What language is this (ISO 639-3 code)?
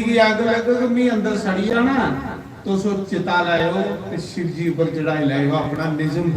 doi